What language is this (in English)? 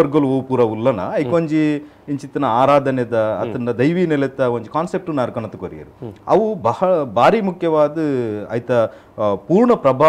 Tulu